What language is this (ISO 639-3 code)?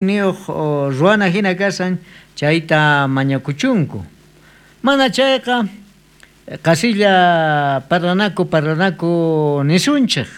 quh